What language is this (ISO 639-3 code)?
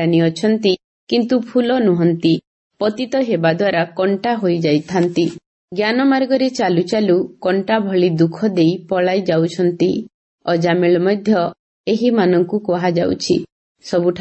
ori